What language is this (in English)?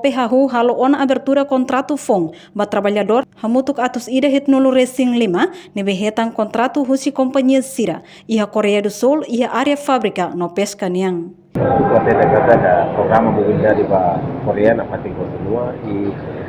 Tetum